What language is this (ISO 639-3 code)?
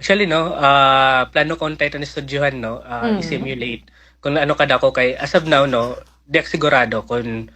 war